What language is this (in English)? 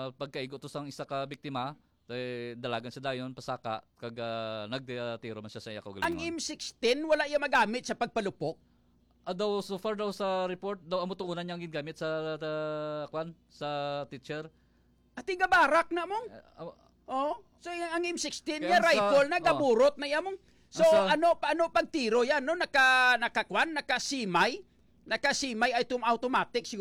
Hiligaynon